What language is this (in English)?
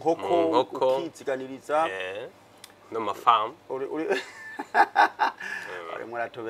Rundi